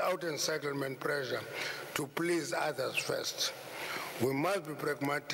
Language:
English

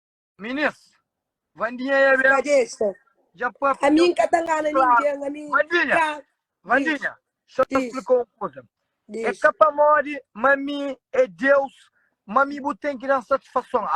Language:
Kabuverdianu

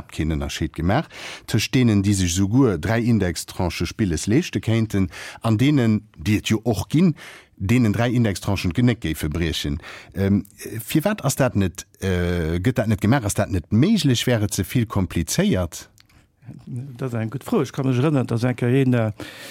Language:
Luxembourgish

